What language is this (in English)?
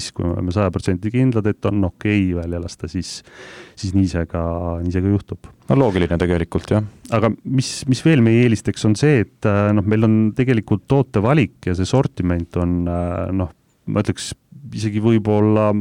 Estonian